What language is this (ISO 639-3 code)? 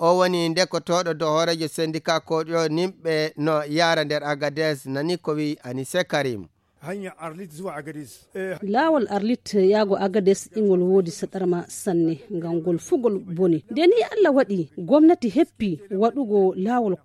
ful